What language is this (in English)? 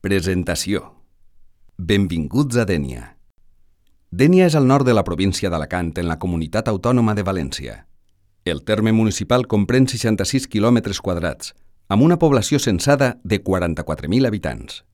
Catalan